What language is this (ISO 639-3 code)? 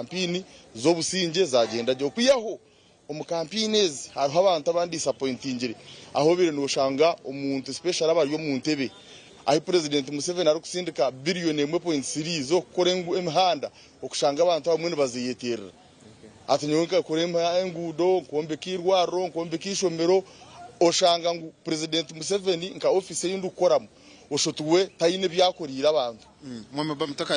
nyn